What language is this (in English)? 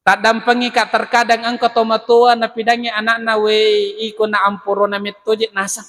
Buginese